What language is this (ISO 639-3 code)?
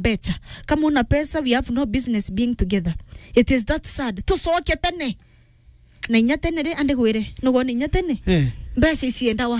mer